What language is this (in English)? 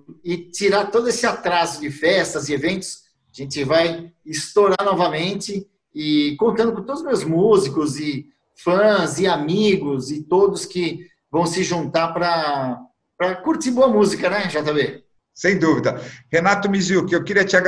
Portuguese